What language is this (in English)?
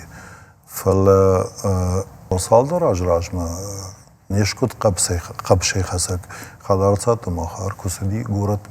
Ossetic